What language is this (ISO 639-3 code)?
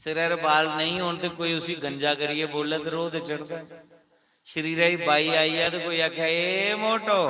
doi